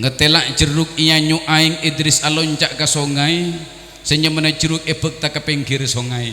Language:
Madurese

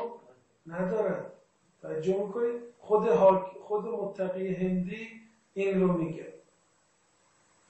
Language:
Persian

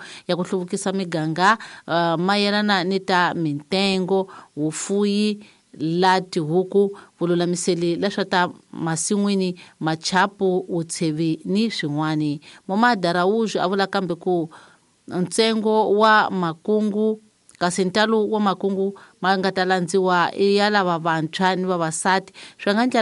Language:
Tsonga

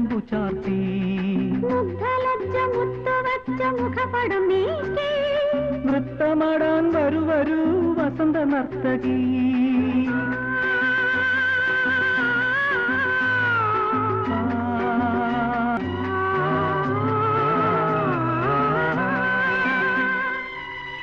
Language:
Malayalam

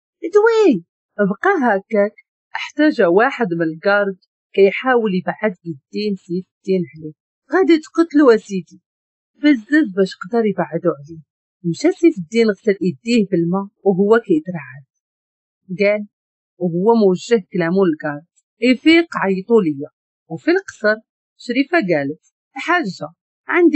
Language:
Moroccan Arabic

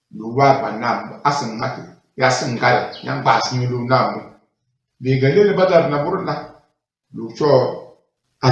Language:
Tem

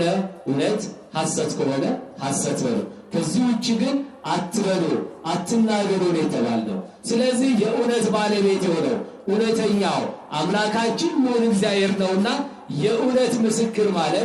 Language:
Amharic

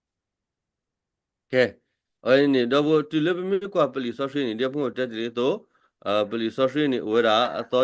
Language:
S'gaw Karen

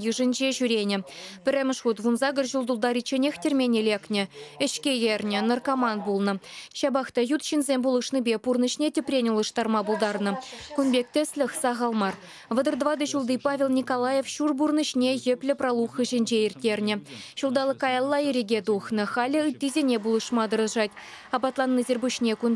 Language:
Chuvash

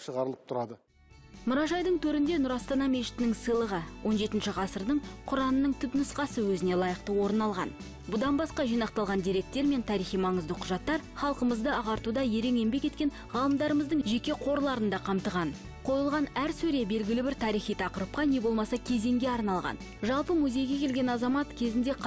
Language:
Kazakh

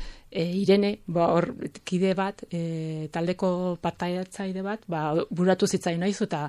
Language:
Basque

